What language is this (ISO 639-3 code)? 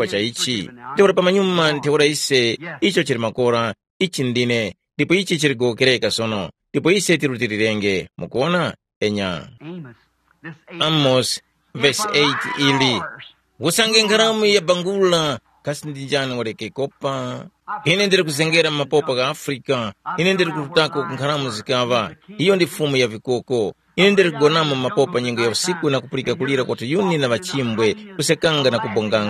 tum